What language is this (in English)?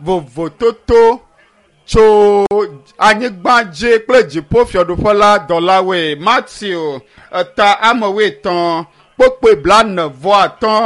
Ewe